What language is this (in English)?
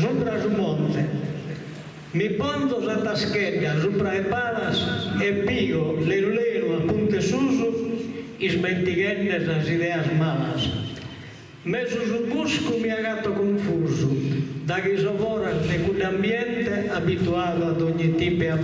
Sardinian